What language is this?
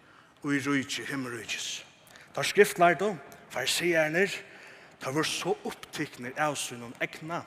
Faroese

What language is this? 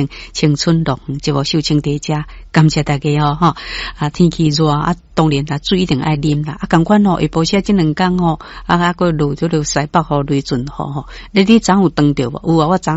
Min Nan Chinese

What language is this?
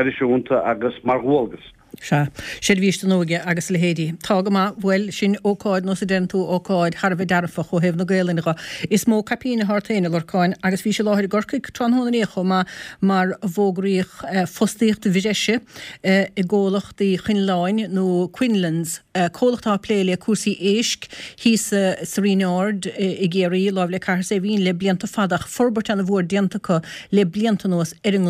Irish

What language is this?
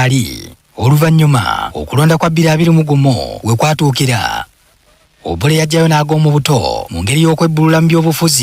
Ganda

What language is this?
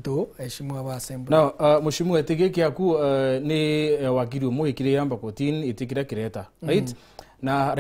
Meru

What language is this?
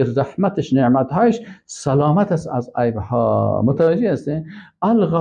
Persian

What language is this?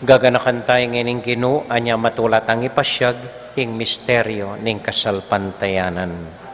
Pampanga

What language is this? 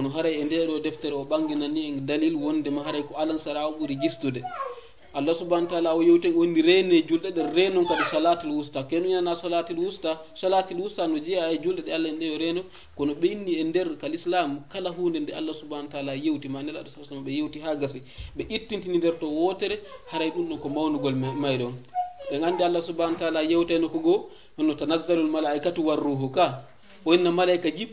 Fula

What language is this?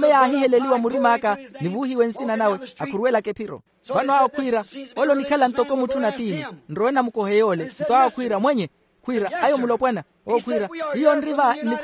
Makhuwa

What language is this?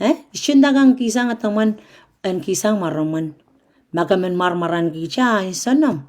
Pohnpeian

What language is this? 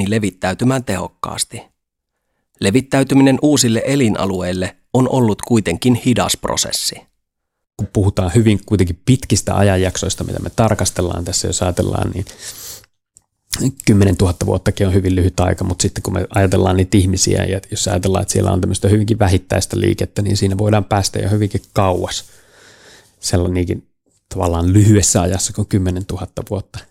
Finnish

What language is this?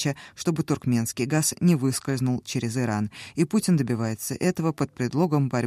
Russian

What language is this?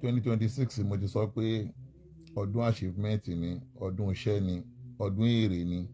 Yoruba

